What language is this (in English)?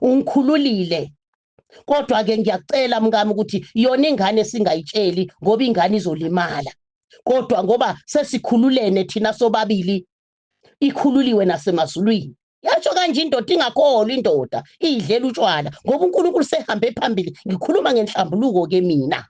Zulu